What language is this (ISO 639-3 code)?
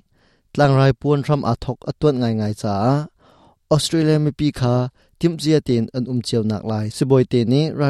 cnh